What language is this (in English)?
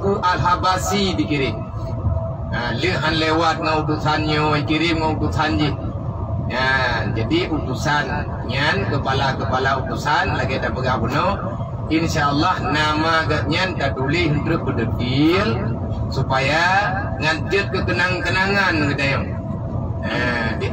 Achinese